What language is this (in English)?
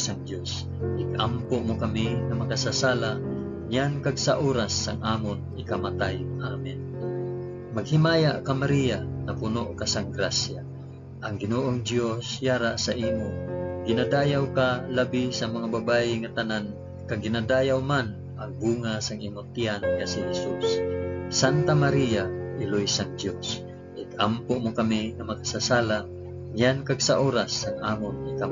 Hiligaynon